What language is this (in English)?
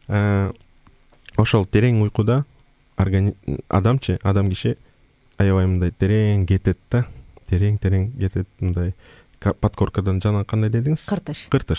Kyrgyz